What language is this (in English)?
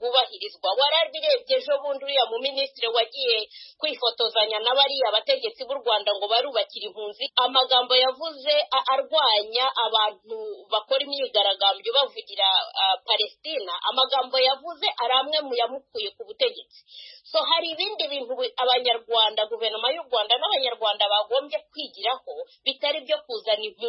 Kinyarwanda